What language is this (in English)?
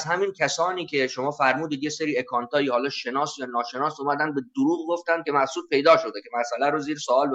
Persian